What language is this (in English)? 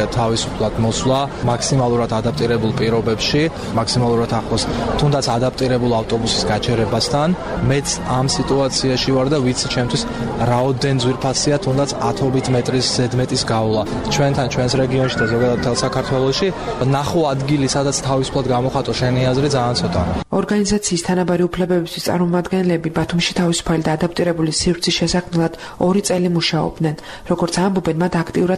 Georgian